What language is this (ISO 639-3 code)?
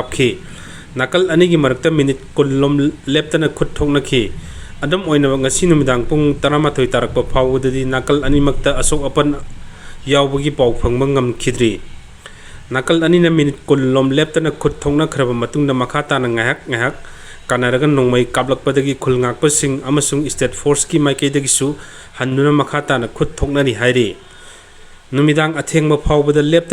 mni